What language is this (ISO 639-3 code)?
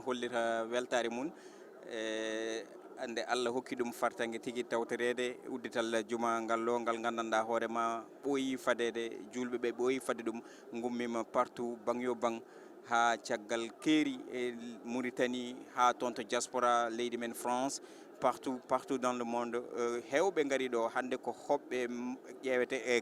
ful